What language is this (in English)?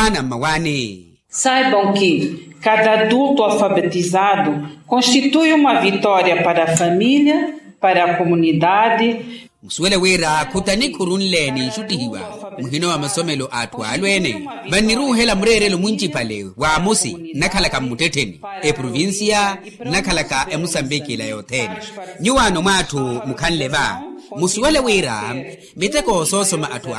Makhuwa